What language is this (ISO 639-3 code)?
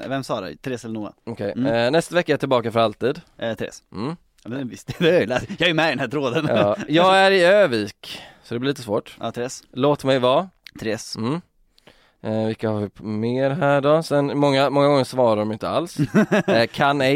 swe